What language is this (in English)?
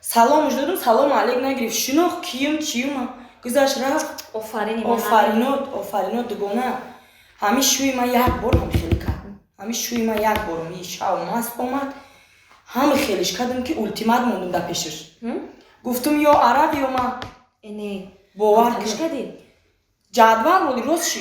Tajik